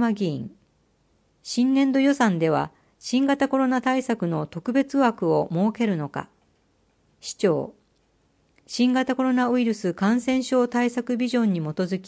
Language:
Japanese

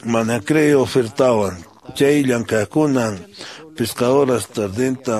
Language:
Quechua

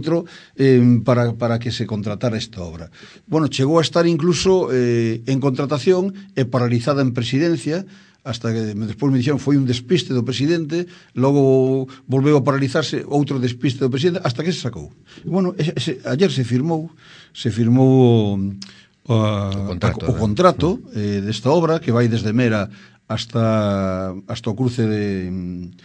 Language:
Galician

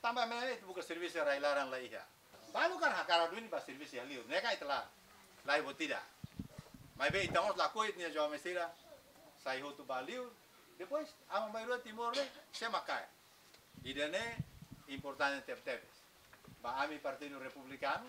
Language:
Tetum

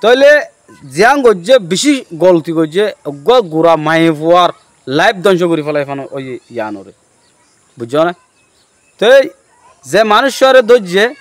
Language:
Rohingya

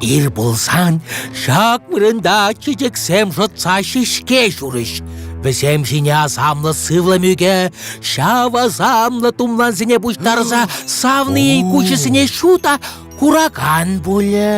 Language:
Chuvash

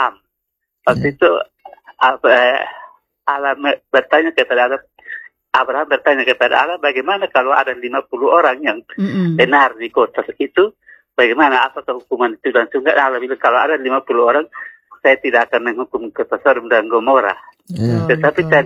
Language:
Indonesian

